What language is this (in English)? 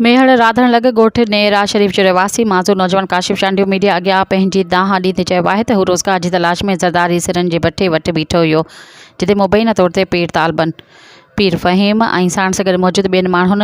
Sindhi